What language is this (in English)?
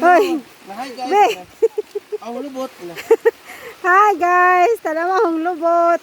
Cebuano